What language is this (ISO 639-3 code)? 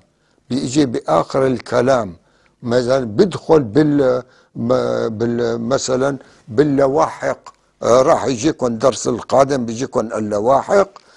apc